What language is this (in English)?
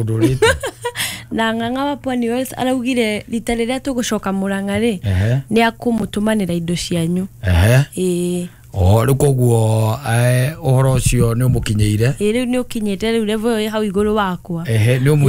Kikuyu